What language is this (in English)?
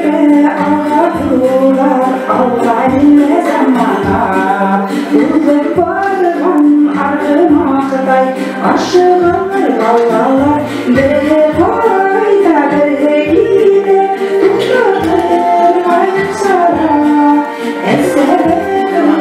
Bashkir